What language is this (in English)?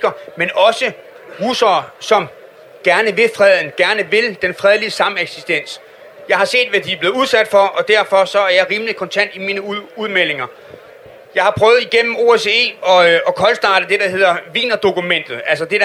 Danish